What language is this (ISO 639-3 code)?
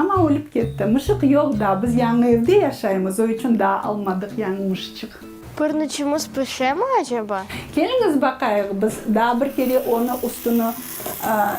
crh